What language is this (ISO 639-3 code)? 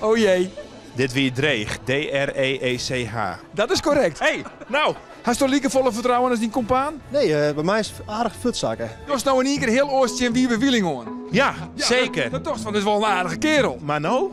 fry